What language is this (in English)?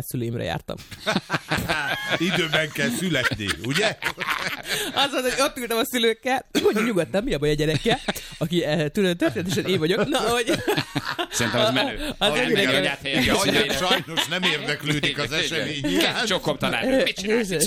Hungarian